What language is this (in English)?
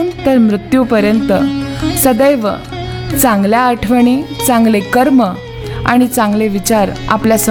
Marathi